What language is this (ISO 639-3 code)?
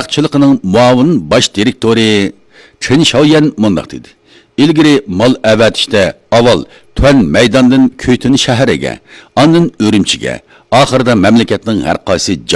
uig